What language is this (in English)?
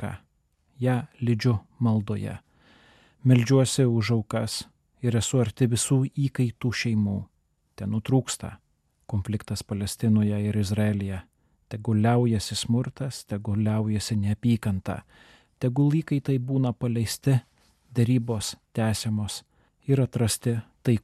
Lithuanian